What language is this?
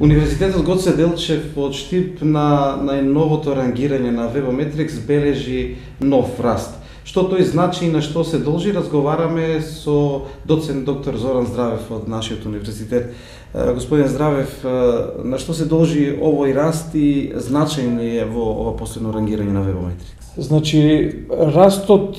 Macedonian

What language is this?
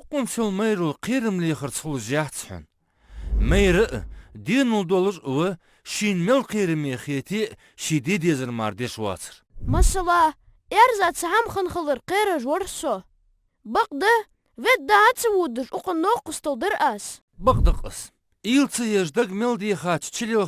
Ingush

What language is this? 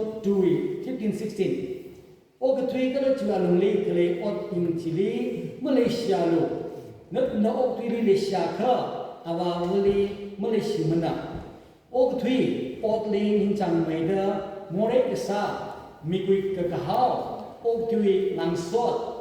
Tangkhul Naga (India)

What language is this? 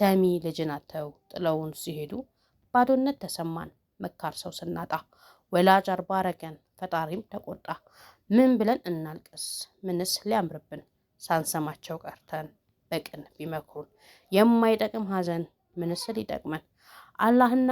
Amharic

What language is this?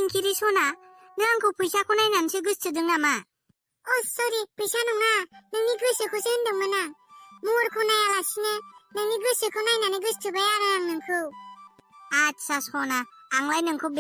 Bodo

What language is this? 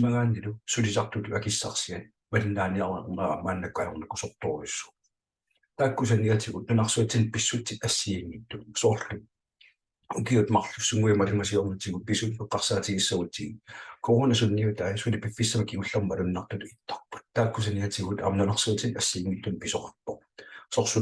Kalaallisut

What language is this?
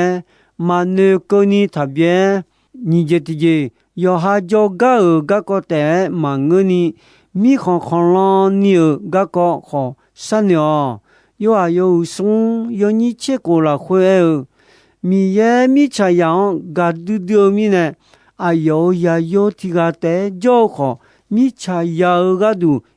Akha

